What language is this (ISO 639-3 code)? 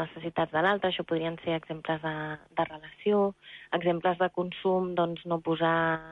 cat